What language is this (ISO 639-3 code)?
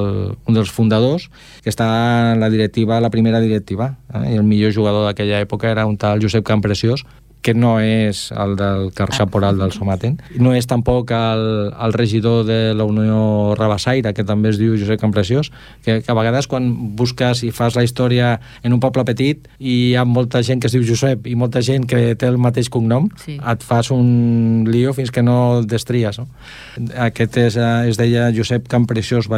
cat